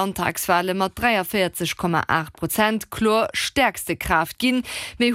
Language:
Luxembourgish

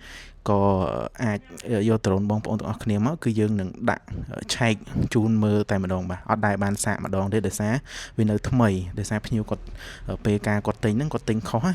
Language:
Khmer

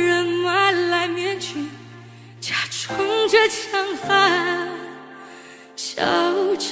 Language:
Chinese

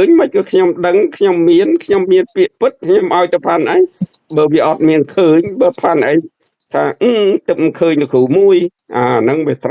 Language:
Khmer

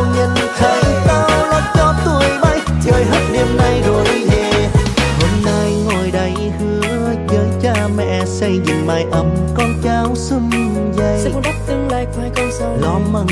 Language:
Vietnamese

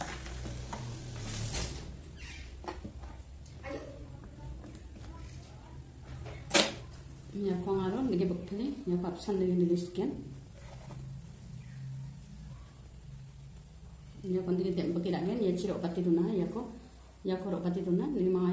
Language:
Garo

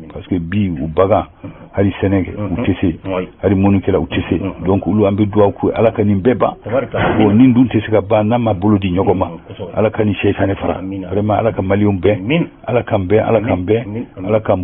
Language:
Bambara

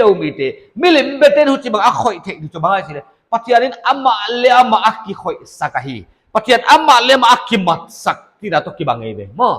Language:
Paite Chin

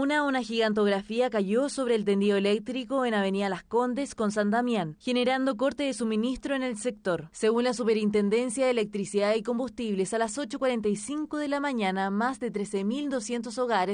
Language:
Spanish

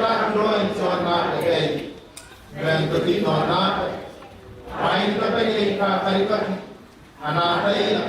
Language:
Gilbertese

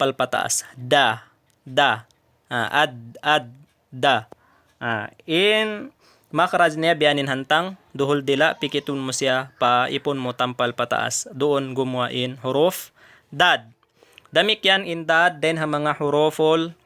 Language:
Tausug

